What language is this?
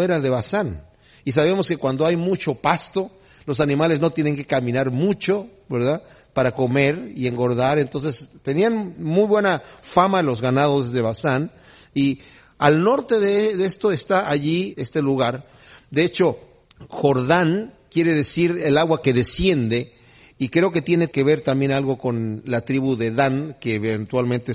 Spanish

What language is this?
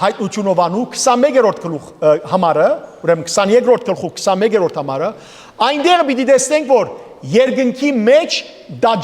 Western Armenian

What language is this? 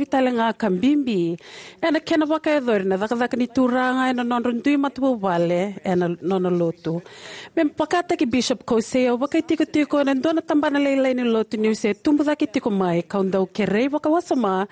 Fijian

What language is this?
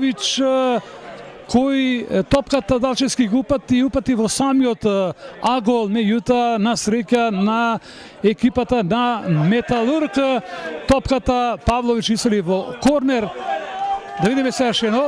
Macedonian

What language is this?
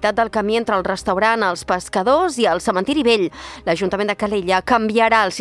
Catalan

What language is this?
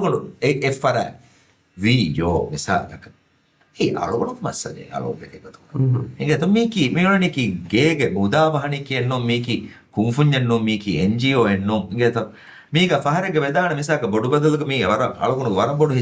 Divehi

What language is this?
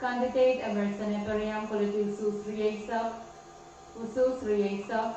Pohnpeian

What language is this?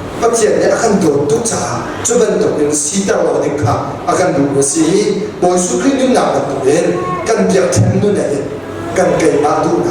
Hakha Chin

